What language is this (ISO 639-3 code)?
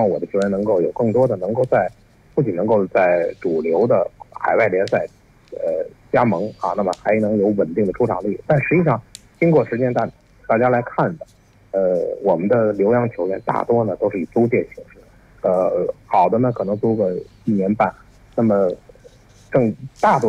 zho